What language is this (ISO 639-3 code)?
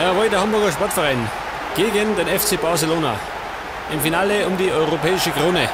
bar